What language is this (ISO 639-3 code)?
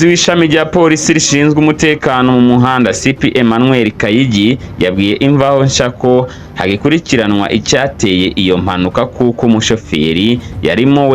kin